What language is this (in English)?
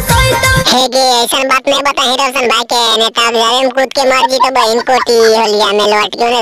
Magahi